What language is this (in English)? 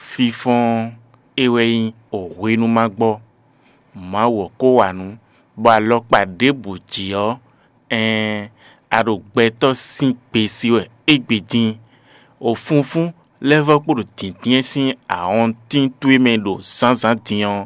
Fon